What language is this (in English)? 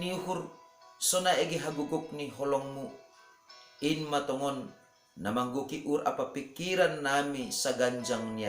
Batak Simalungun